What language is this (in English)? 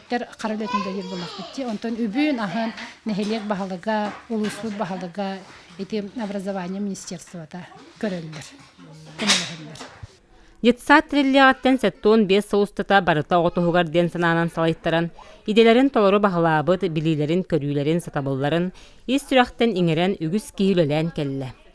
Yakut